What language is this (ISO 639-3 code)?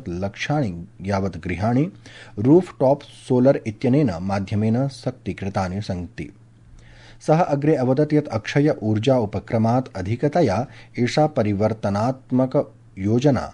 san